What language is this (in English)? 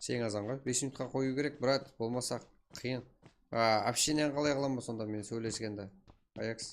Kara-Kalpak